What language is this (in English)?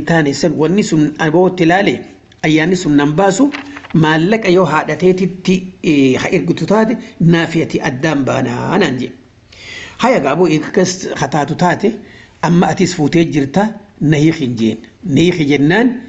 Oromo